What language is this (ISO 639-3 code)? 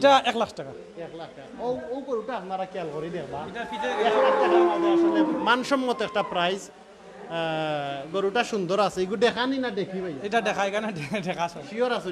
syl